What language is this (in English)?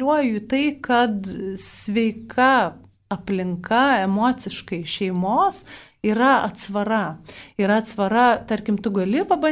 Lithuanian